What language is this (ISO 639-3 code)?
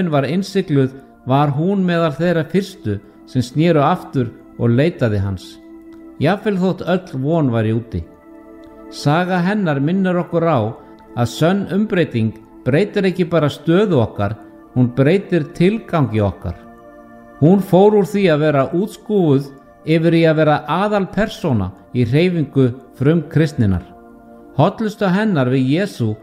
isl